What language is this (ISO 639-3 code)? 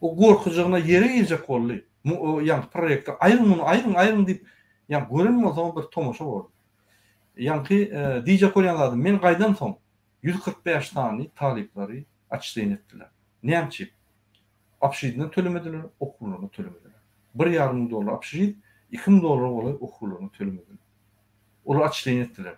tuk